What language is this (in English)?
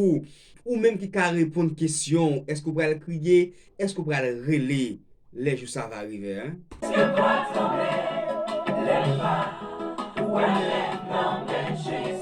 Haitian Creole